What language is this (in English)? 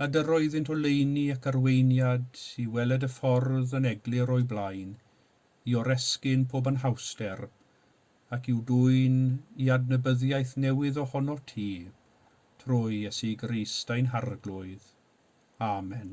Welsh